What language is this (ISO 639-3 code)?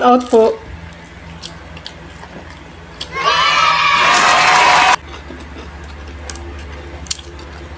fil